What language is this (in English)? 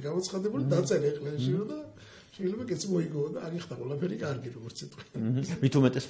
Georgian